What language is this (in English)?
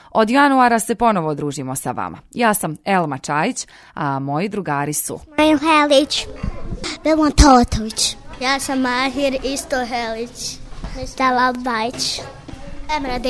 Bosnian